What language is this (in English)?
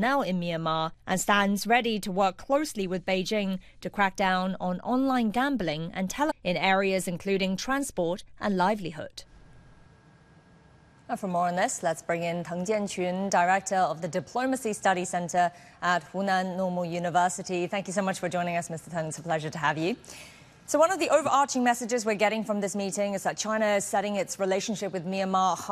English